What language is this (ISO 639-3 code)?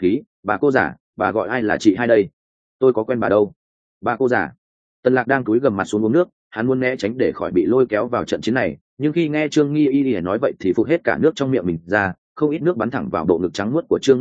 vie